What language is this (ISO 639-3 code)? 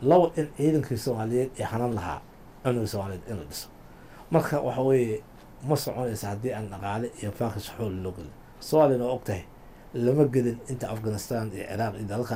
som